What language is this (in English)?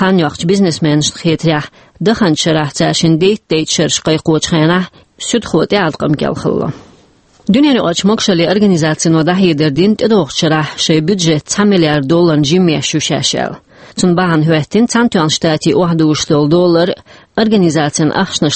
Chechen